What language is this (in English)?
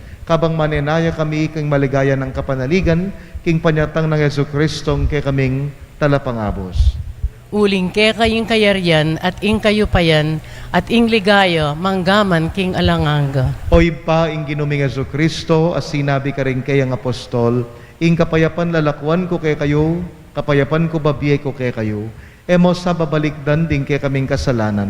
Pampanga